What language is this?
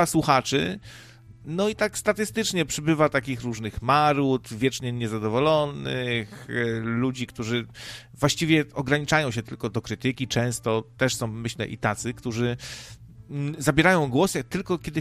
Polish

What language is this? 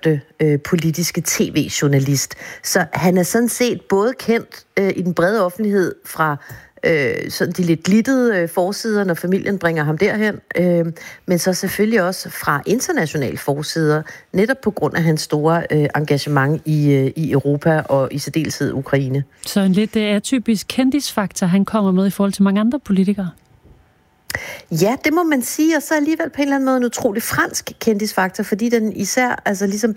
Danish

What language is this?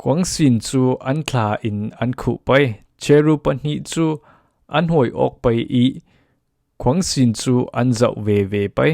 Falam Chin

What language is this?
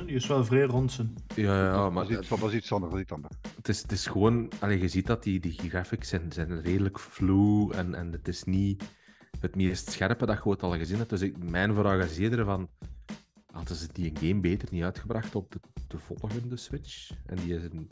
Dutch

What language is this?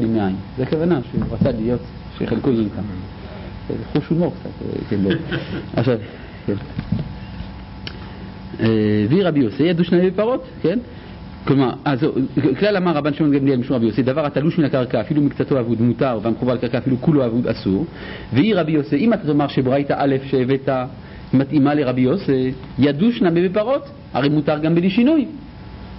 Hebrew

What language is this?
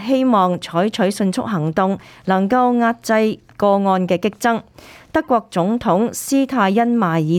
Cantonese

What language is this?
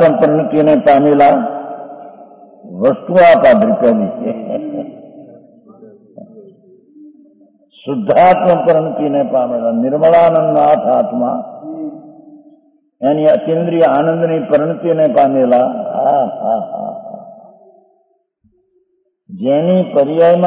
Gujarati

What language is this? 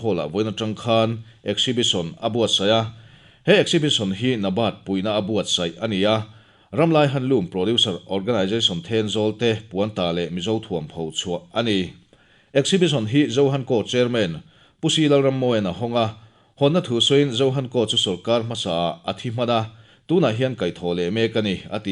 Mizo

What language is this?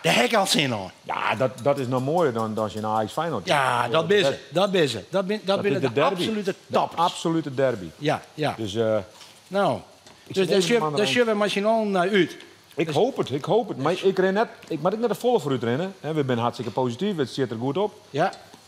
Western Frisian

